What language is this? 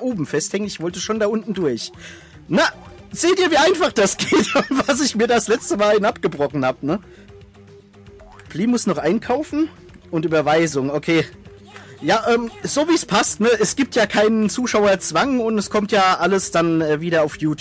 German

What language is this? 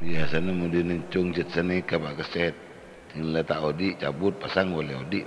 Madurese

